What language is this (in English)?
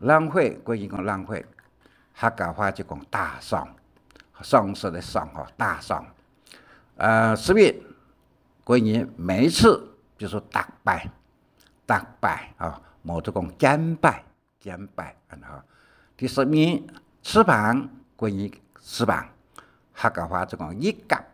Hakka Chinese